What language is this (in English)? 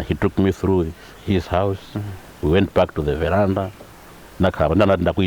Nyanja